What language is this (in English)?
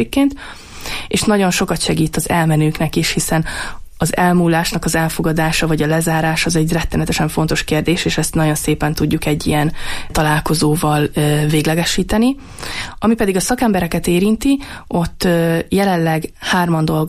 Hungarian